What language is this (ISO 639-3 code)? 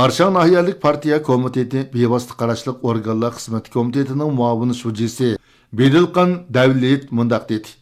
uig